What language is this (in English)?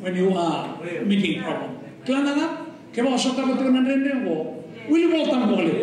Fijian